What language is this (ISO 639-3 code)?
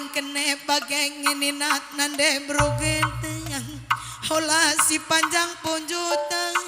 btx